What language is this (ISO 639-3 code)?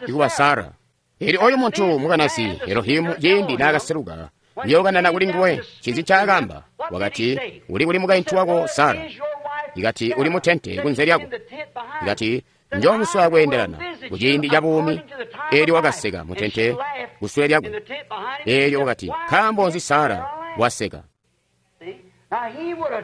toi